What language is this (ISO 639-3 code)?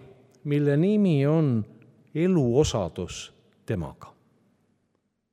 est